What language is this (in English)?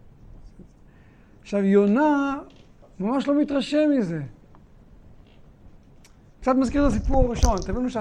Hebrew